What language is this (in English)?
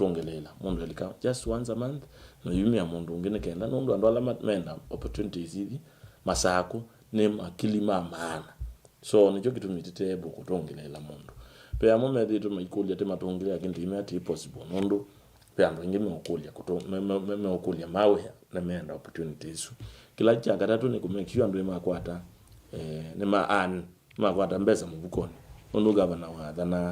Kamba